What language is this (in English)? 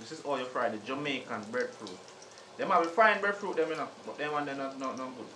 Jamaican Creole English